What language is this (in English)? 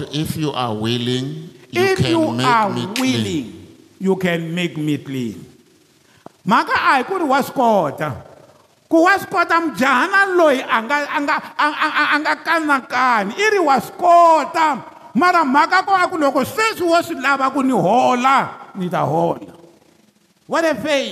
Tsonga